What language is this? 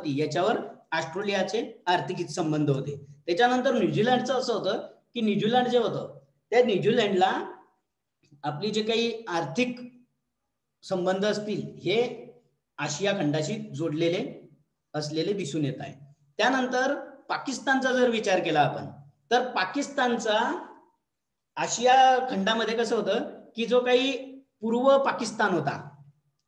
Marathi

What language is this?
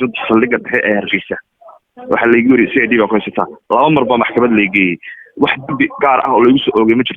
Somali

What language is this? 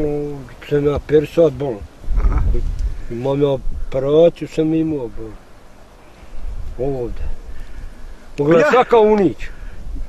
Bosnian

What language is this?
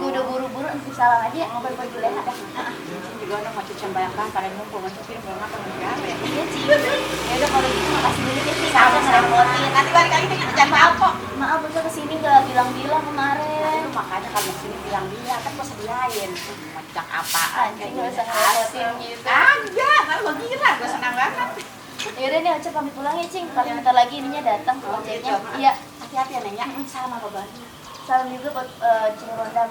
Betawi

